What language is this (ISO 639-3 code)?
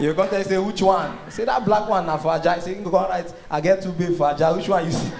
pcm